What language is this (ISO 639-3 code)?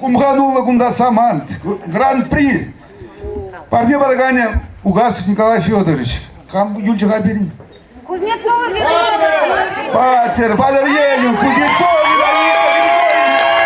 chv